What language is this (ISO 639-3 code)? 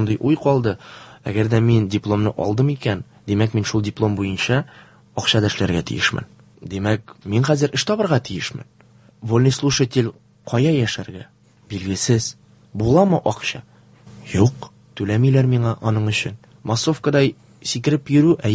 tat